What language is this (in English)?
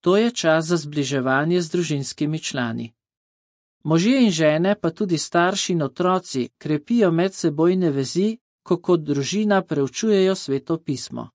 Slovenian